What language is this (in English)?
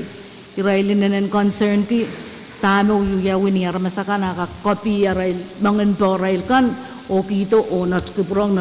Pohnpeian